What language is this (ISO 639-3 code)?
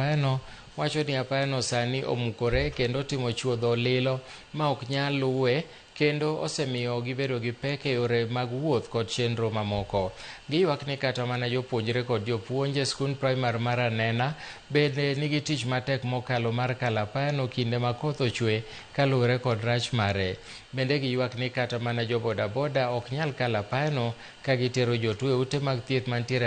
luo